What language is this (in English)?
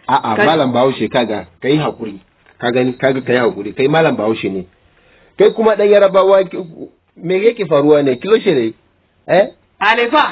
Hausa